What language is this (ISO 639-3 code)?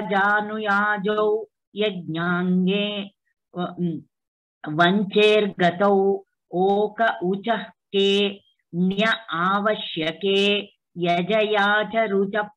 san